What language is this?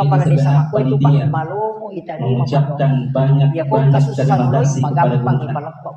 Buginese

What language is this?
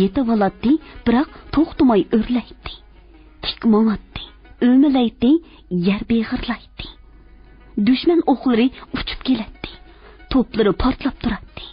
Uyghur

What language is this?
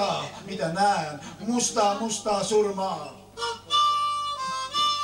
Finnish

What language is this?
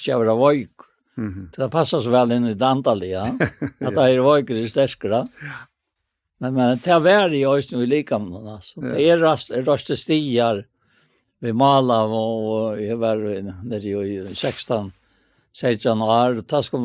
Faroese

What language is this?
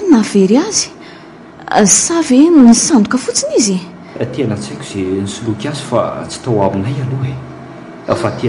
Malagasy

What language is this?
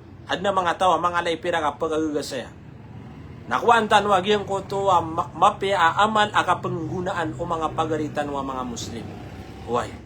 Maranao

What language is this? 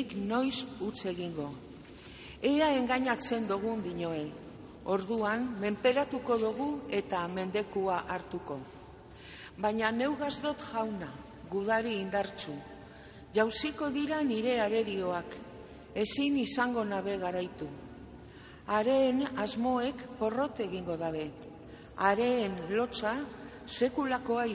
Basque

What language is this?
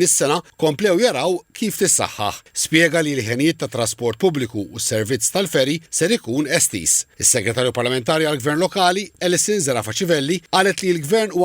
Maltese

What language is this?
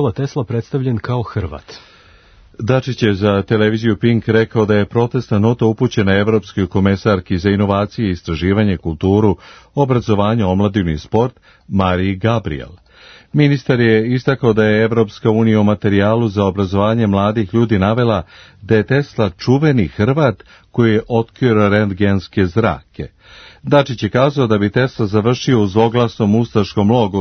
Serbian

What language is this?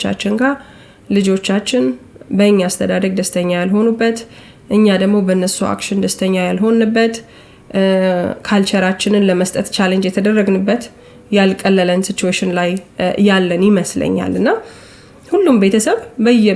Amharic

